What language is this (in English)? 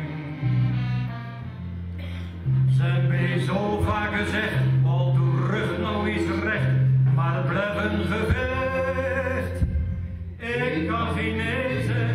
Dutch